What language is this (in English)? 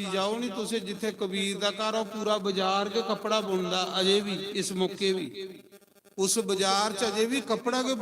Dogri